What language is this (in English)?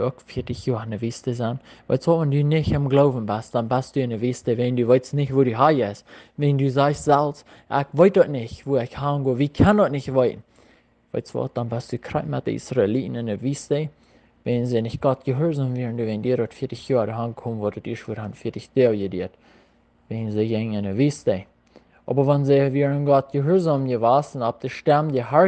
Plautdietsch